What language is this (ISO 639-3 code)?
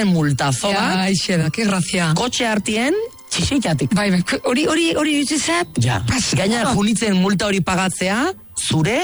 eus